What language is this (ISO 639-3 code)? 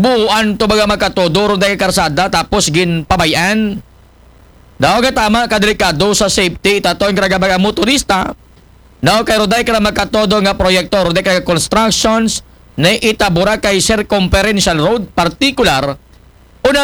akl